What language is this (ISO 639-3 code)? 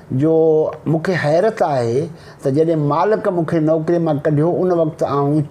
snd